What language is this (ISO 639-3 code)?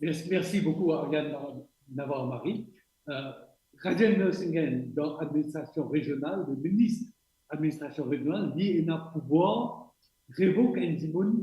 mfe